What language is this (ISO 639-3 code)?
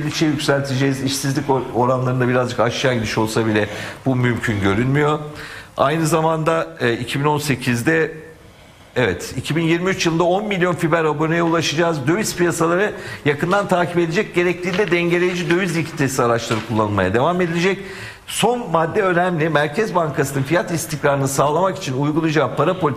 tur